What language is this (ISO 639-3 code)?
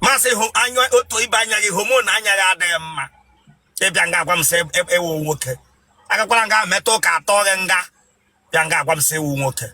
ibo